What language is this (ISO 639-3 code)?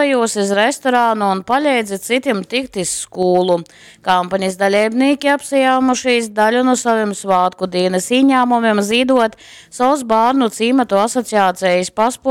ltg